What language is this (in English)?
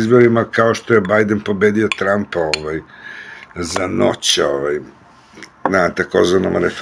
Serbian